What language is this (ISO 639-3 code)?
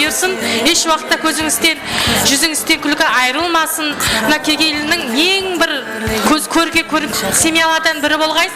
kaa